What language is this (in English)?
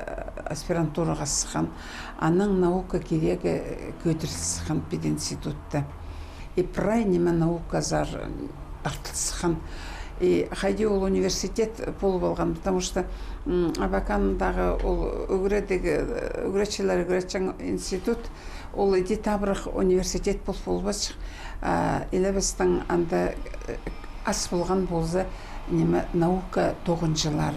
Khakas